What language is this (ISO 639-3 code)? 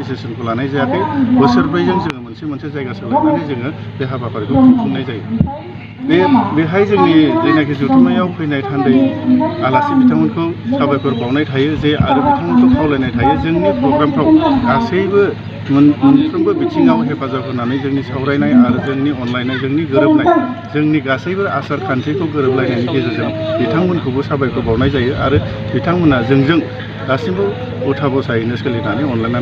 brx